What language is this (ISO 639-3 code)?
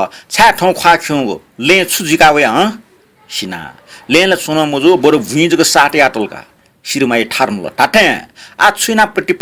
new